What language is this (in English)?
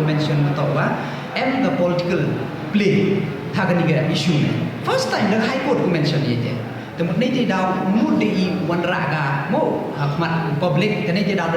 Pnar